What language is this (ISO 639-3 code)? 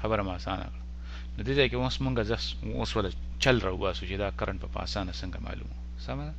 pus